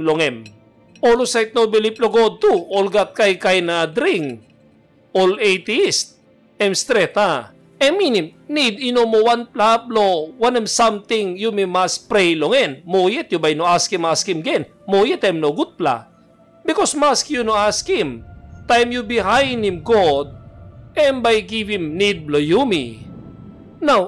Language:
Tok Pisin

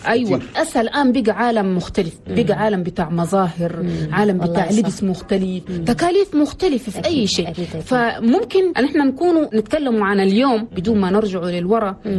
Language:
Chadian Arabic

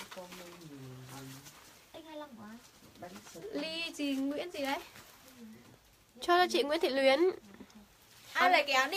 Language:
Vietnamese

